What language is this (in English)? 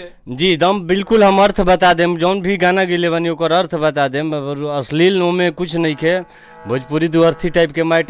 Bhojpuri